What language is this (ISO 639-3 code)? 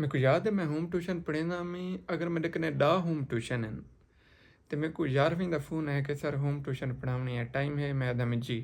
skr